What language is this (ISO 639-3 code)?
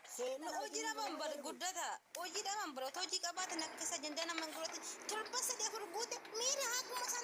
orm